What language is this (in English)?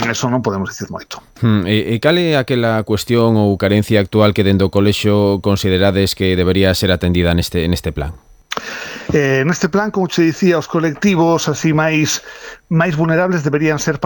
Galician